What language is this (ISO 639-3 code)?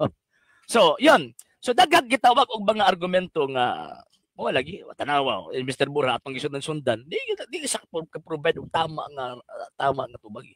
ceb